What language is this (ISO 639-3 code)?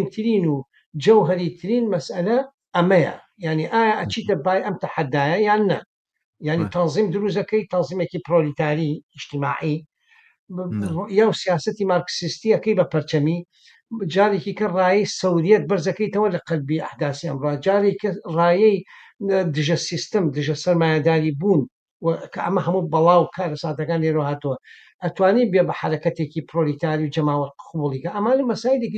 ckb